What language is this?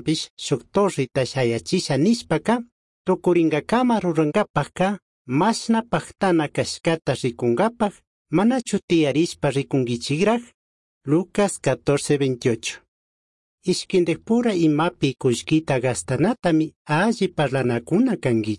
Chimborazo Highland Quichua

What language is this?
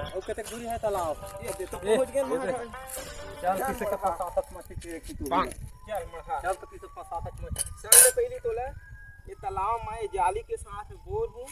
Chhattisgarhi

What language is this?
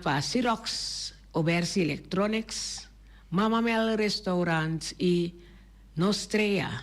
Papiamento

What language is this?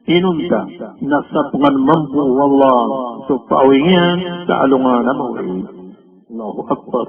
Maranao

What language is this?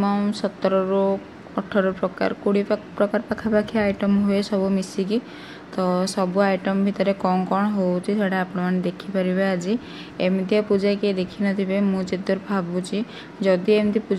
Odia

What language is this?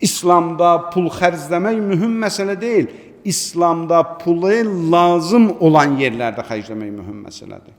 Azerbaijani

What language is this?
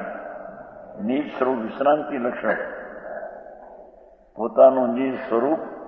Gujarati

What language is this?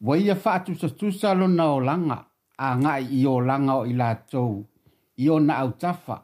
Samoan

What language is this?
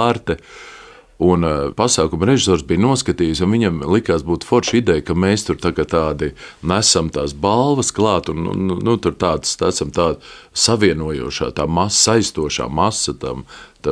Latvian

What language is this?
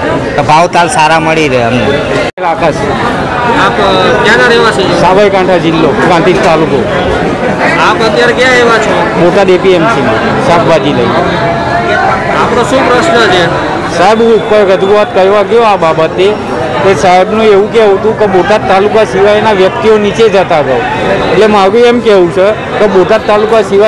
Gujarati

